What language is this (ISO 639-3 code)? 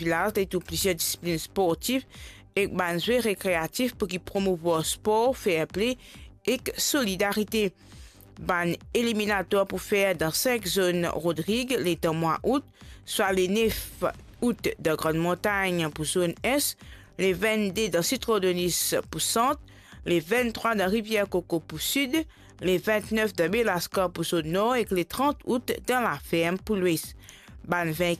mfe